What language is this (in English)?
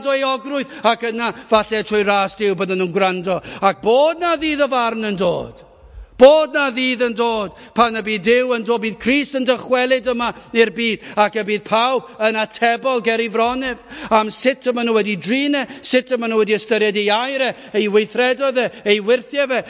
Welsh